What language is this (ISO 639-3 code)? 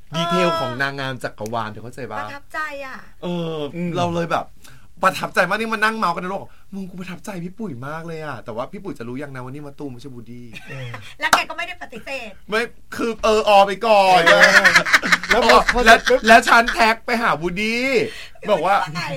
tha